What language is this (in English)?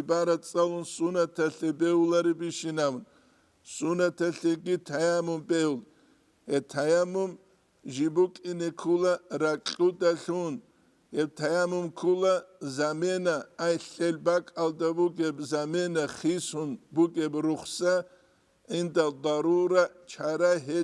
Avaric